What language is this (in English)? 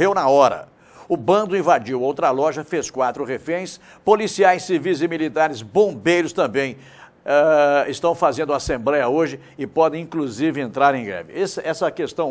Portuguese